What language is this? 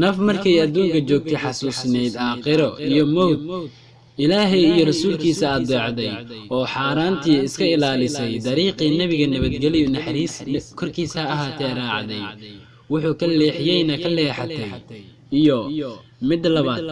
Somali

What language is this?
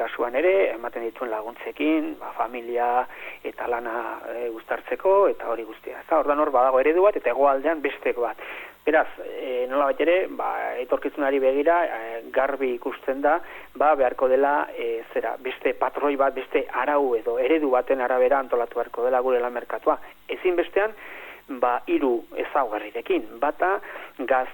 Basque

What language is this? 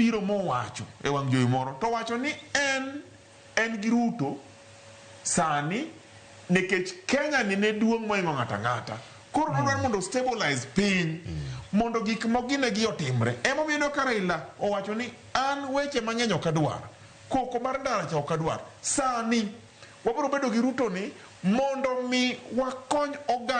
Luo (Kenya and Tanzania)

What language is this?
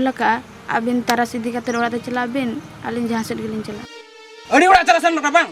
Santali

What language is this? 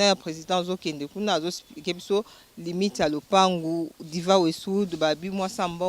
Lingala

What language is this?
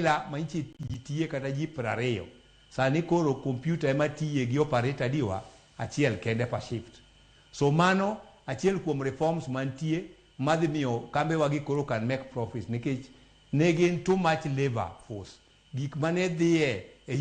Luo (Kenya and Tanzania)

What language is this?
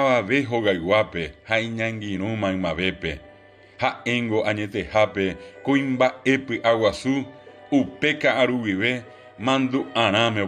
Guarani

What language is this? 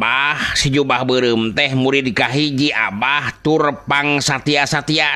Sundanese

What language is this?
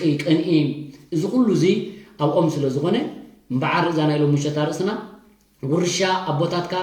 Tigrinya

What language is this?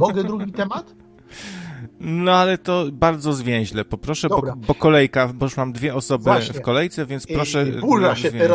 Polish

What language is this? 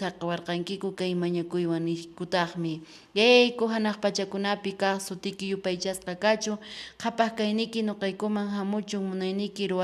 Quechua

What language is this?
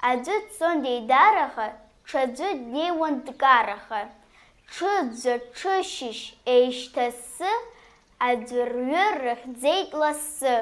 Abkhazian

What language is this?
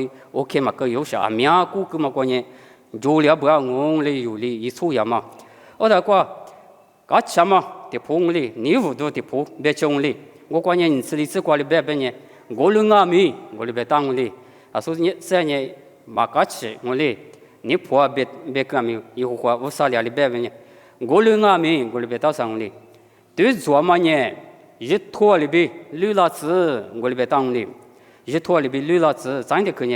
Lisu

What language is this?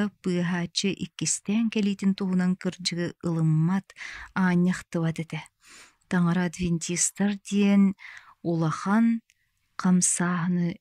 Yakut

